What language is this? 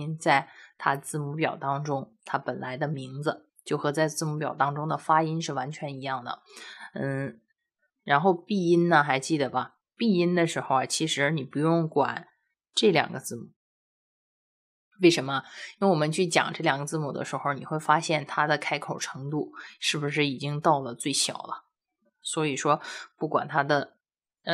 Chinese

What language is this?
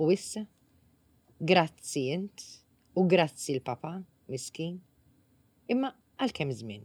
Maltese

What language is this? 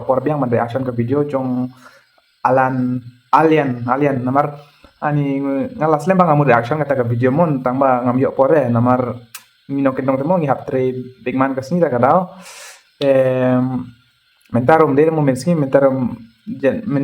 Khasi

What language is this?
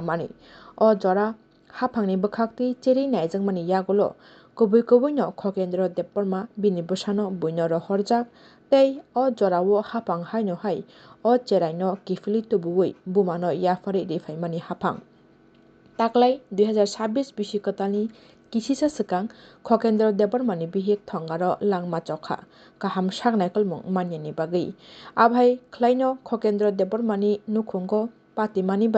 Kok Borok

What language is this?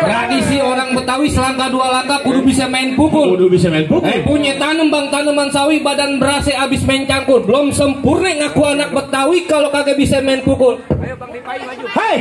Betawi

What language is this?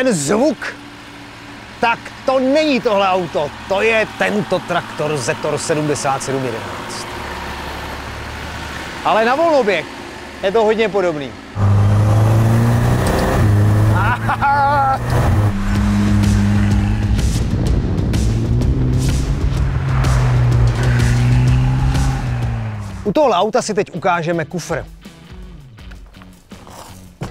Czech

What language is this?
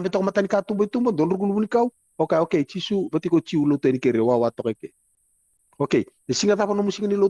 Fijian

